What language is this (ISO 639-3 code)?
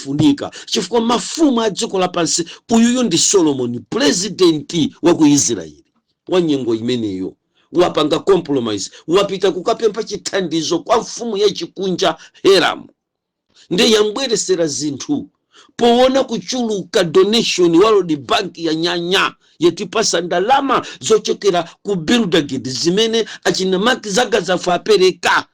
nya